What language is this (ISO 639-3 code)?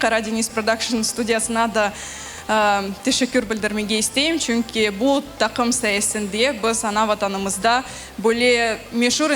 crh